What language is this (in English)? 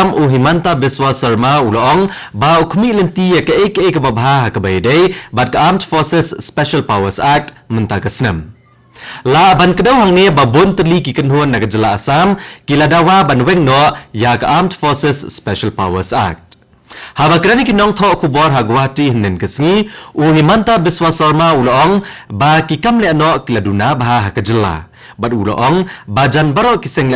Khasi